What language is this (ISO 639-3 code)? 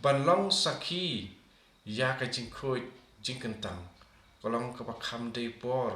kha